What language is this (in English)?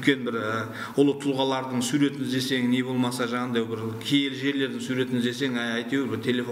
Kazakh